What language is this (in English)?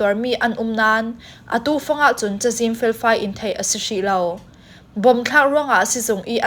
Falam Chin